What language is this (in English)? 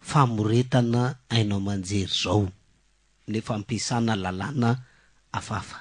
Malagasy